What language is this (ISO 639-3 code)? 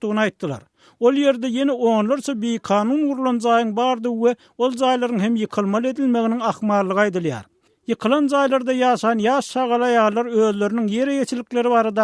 tuk